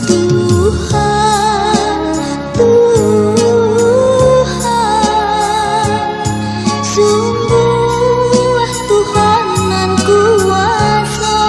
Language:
Minangkabau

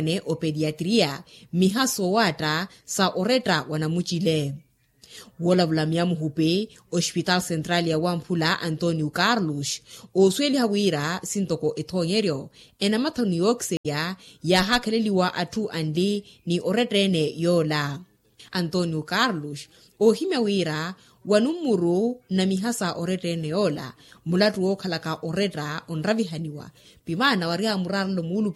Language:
Makhuwa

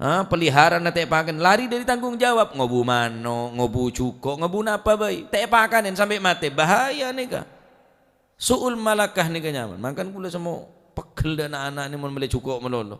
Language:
Madurese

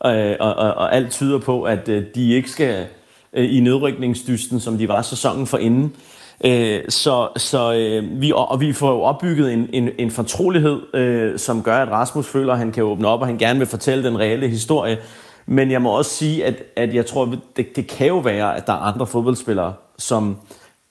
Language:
Danish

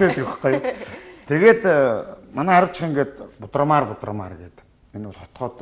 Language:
Mongolian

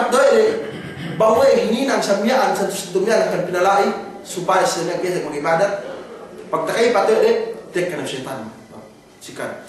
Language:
Yakan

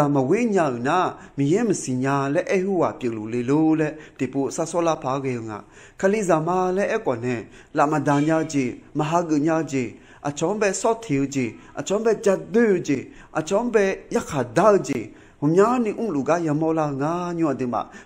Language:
Akha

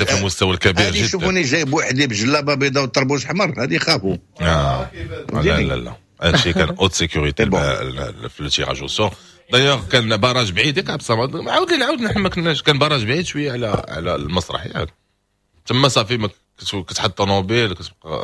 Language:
Moroccan Arabic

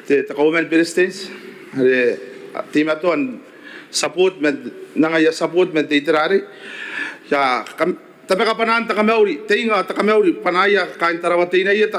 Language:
Gilbertese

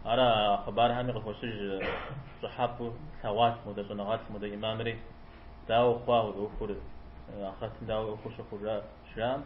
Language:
Kabardian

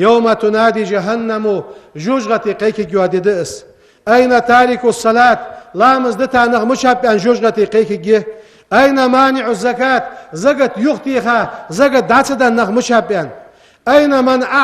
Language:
Ingush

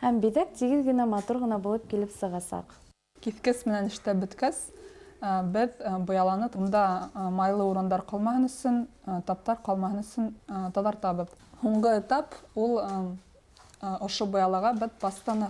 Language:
Bashkir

